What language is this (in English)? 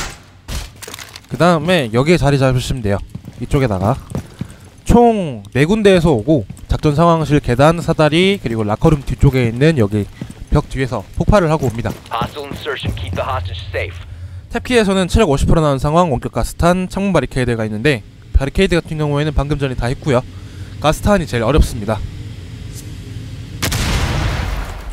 Korean